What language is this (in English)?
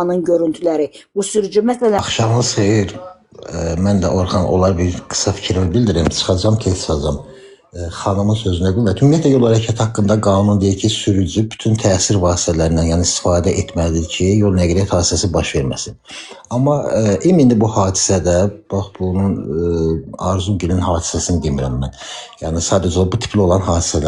Azerbaijani